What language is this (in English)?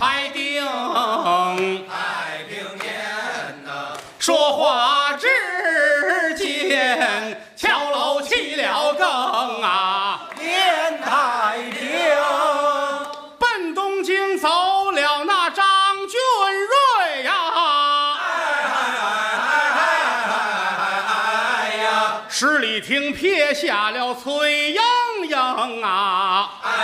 Chinese